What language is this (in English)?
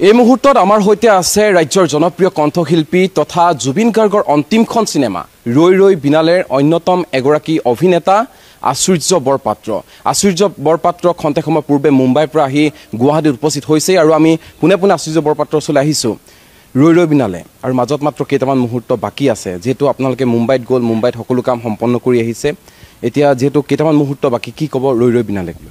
Assamese